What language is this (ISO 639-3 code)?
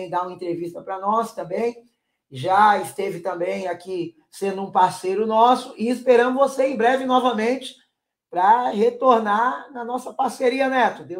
por